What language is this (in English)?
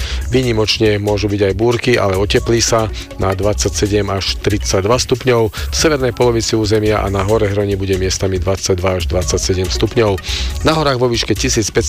Slovak